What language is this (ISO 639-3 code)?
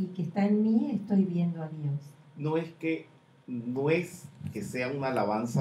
spa